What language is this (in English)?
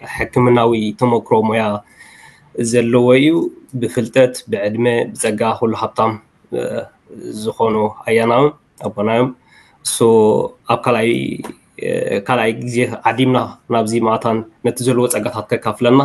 Tigrinya